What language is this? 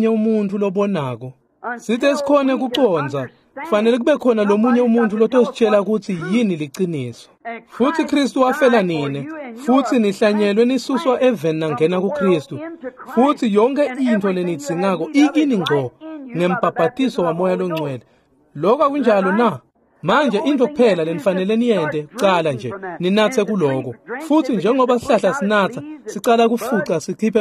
Swati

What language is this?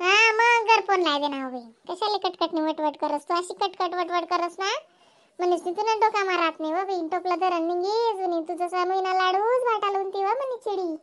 Khandesi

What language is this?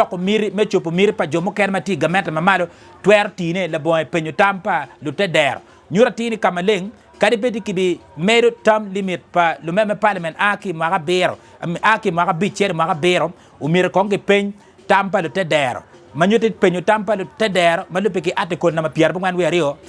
Acoli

